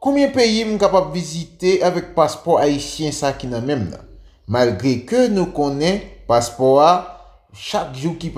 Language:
Haitian Creole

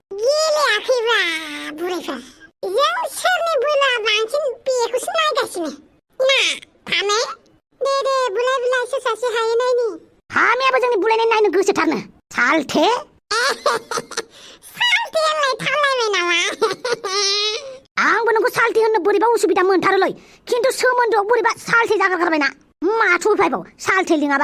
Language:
Bodo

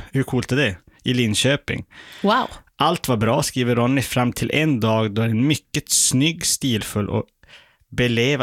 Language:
Swedish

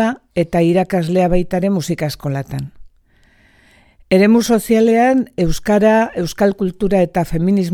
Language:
Basque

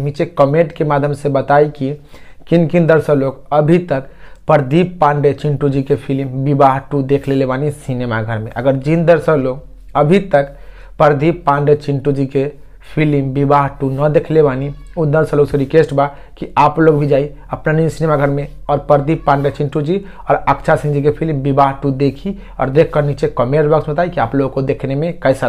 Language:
Bhojpuri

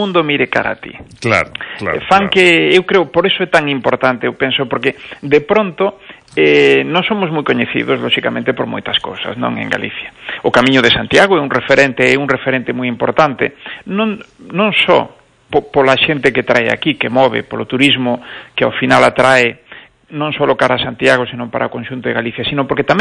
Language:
Galician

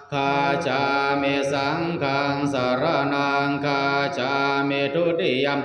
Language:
Pali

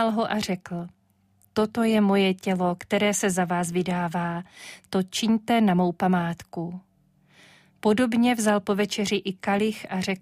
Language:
Czech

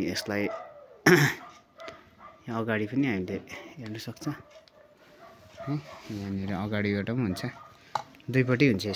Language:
Nepali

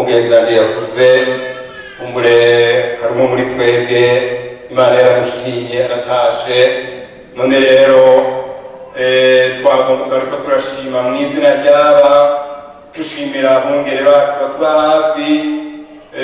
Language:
Rundi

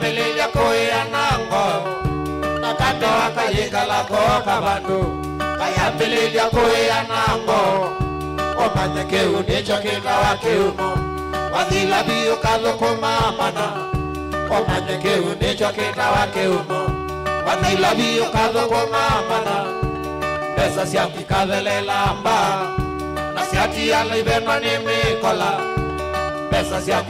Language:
Kamba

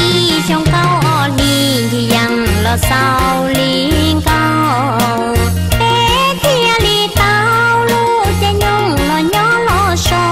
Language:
Hmong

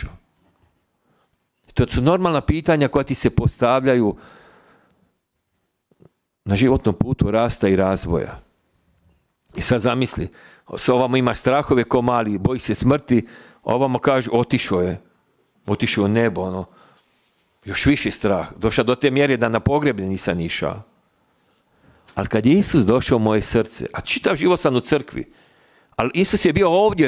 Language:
Croatian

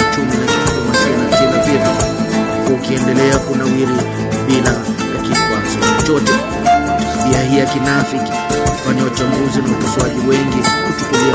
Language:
Swahili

